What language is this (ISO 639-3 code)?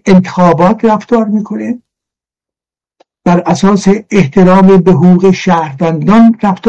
fas